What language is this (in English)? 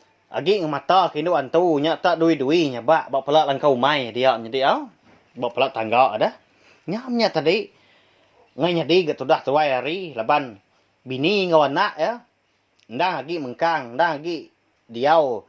Iban